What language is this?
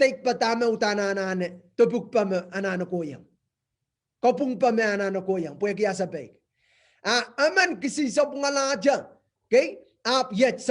Pohnpeian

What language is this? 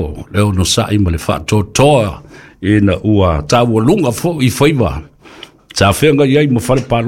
Samoan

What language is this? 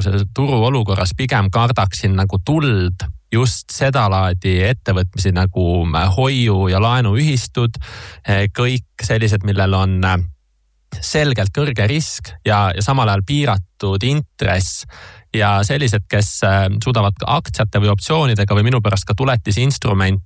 Estonian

